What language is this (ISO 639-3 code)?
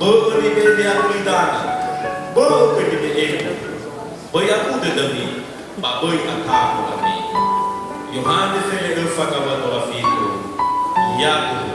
nia